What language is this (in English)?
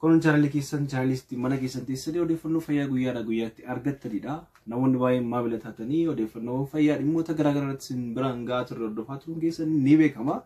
Oromo